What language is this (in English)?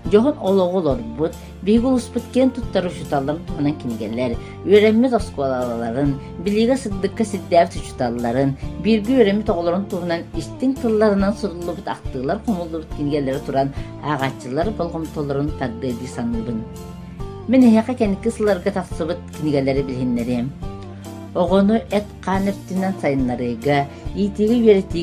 Yakut